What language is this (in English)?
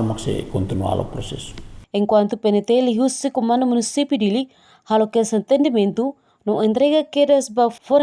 Tetum